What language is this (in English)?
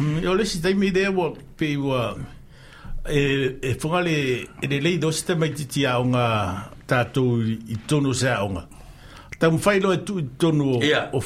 Samoan